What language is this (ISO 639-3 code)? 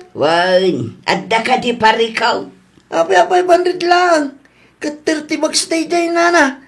ilo